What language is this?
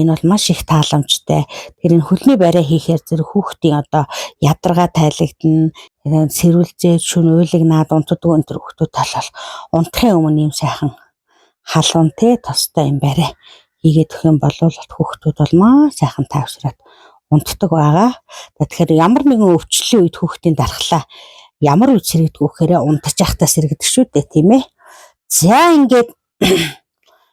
Mongolian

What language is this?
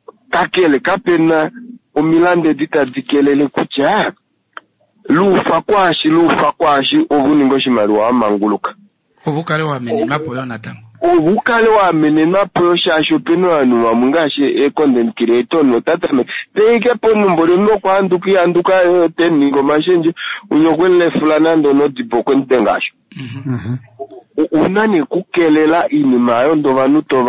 Kuanyama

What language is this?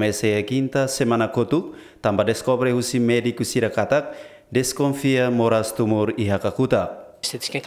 Tetum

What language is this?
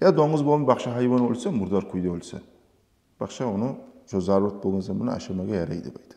Kumyk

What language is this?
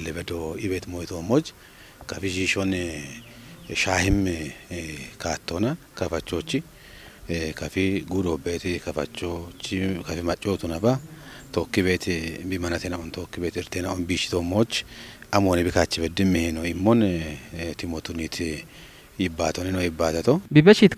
Kafa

